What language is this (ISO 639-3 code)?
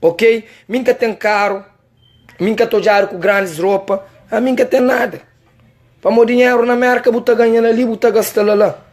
kea